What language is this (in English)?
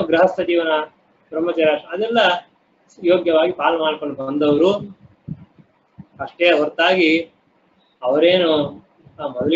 Kannada